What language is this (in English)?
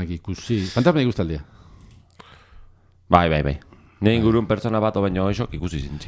Basque